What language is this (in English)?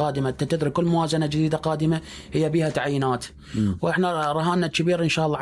Mesopotamian Arabic